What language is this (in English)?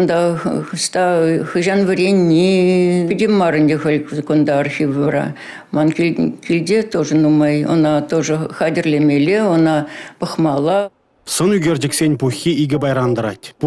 Chuvash